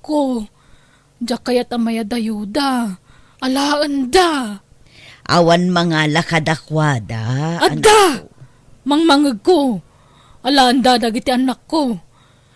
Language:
Iloko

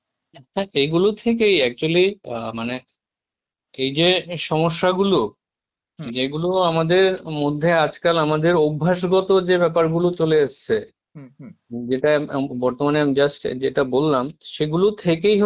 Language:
Bangla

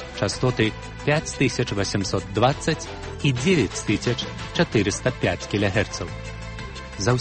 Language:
Belarusian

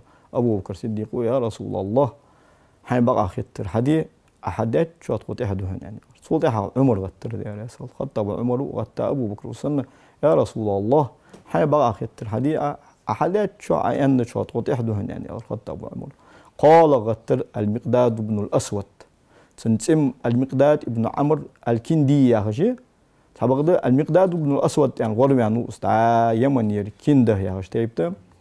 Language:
Ingush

